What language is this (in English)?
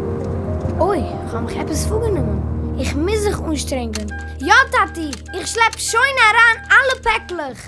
Yiddish